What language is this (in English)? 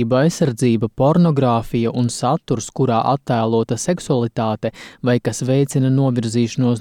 Latvian